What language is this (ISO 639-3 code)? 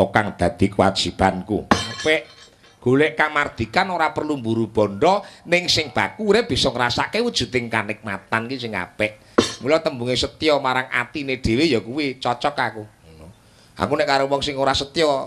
jav